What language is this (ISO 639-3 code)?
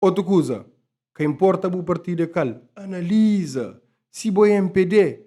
kea